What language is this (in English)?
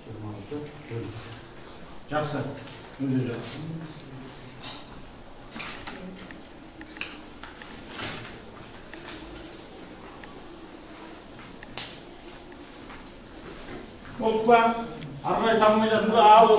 Kazakh